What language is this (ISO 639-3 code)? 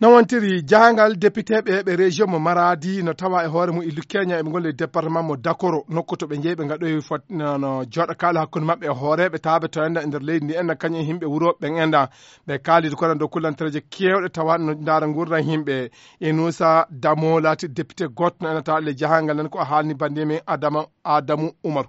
ful